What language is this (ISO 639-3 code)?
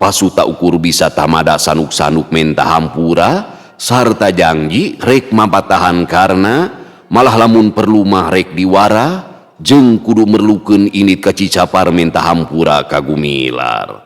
sun